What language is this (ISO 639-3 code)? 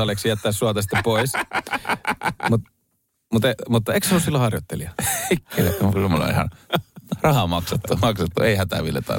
fin